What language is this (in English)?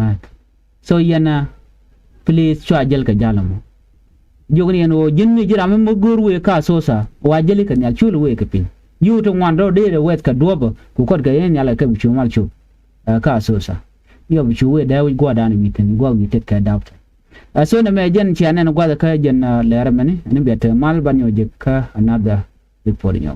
Nuer